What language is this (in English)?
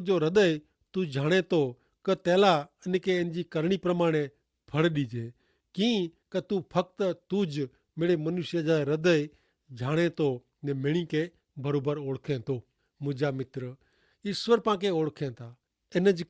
Kachhi